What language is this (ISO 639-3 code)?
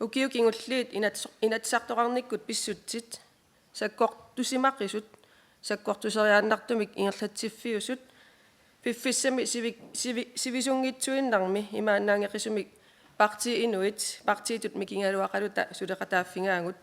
kal